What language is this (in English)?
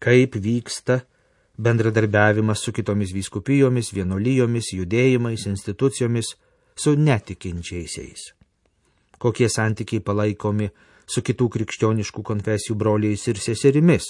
Lithuanian